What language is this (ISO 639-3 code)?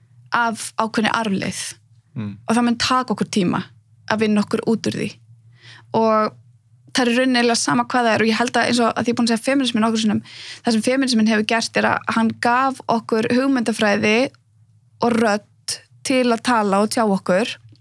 isl